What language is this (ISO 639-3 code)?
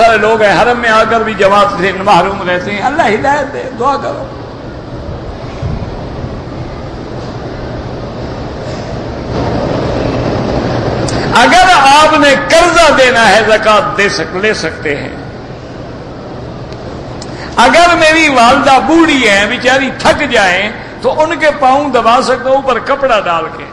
urd